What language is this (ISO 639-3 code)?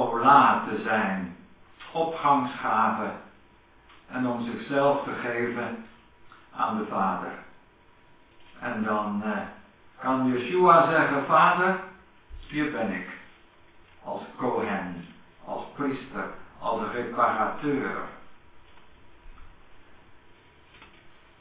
nld